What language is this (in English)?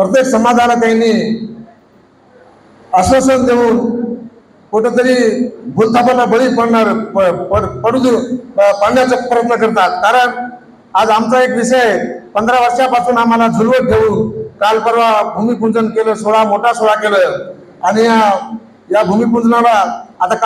Marathi